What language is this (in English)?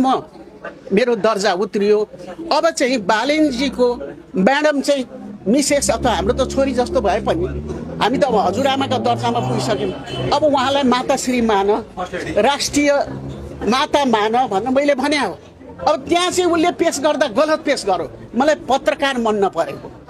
Nepali